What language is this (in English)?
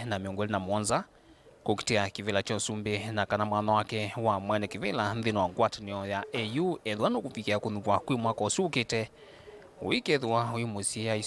Kamba